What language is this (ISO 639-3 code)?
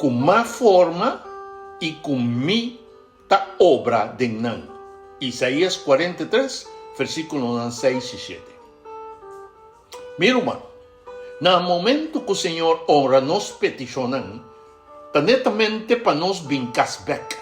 pap